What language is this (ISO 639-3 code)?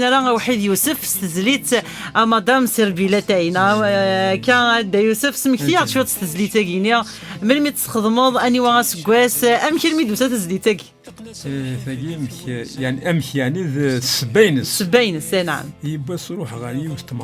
kab